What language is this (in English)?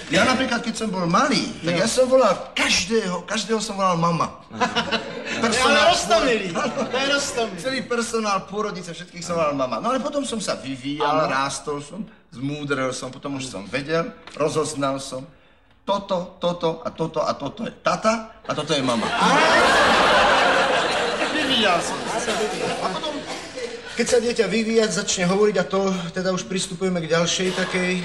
Slovak